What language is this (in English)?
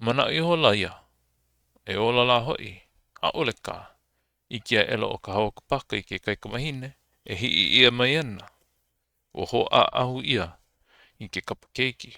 Hawaiian